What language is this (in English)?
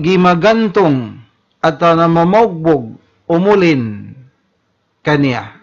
Tausug